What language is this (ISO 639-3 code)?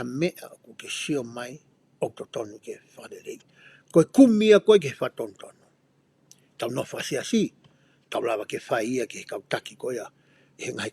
ton